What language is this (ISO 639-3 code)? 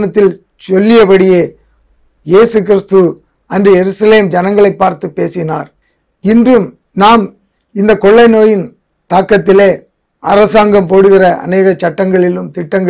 tam